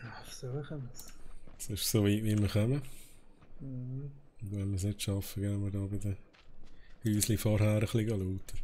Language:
Swiss German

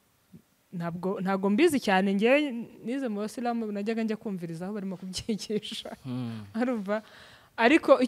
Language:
Kinyarwanda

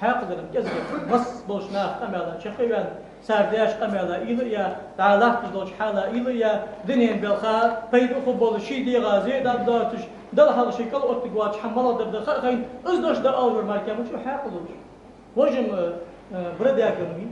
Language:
Ingush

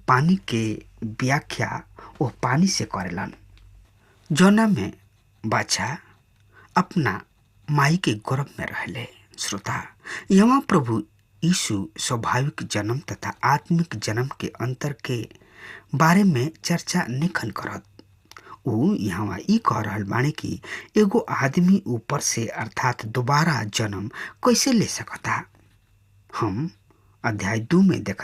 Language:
Bhojpuri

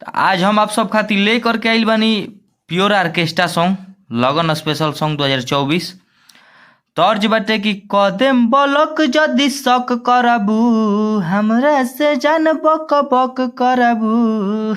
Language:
Bhojpuri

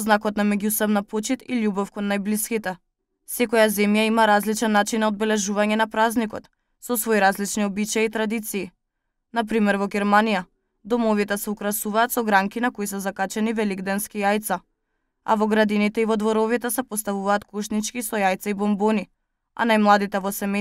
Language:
Macedonian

